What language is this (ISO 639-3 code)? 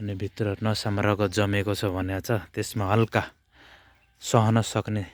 nep